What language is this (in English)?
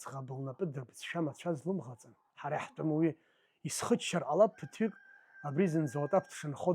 Abkhazian